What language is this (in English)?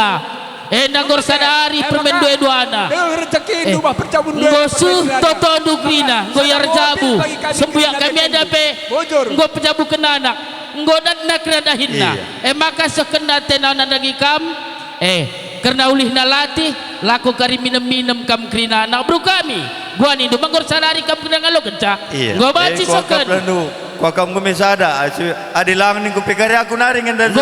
Batak Karo